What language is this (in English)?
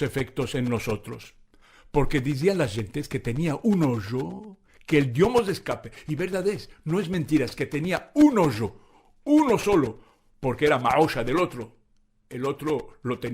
Ladino